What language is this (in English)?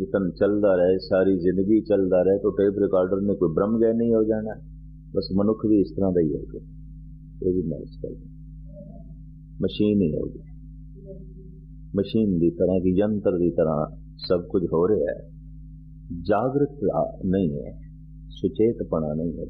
Punjabi